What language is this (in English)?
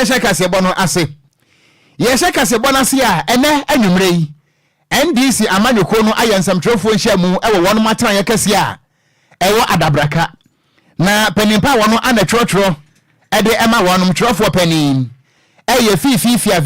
Akan